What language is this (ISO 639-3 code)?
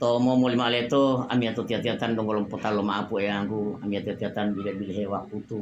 gor